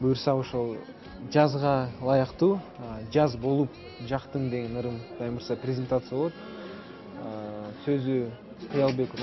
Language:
Kyrgyz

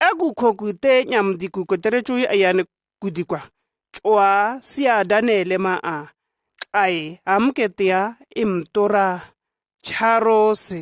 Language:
Shua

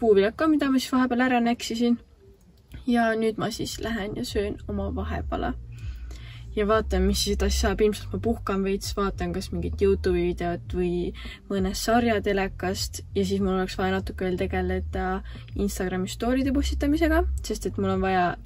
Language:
Estonian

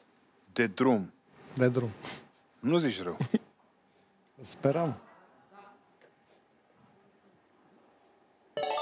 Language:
Romanian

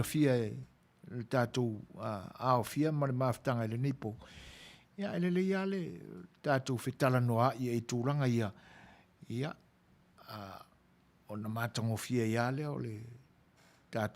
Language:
Samoan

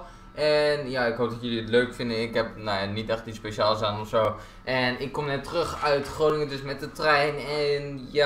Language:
Dutch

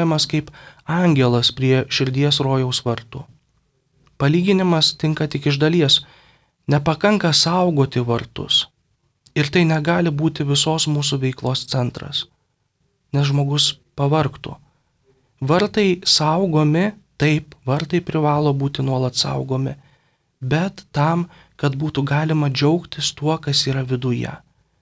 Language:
Lithuanian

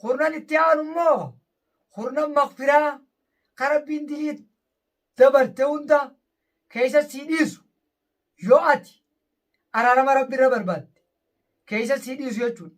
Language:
Oromo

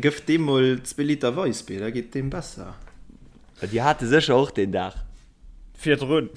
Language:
Luxembourgish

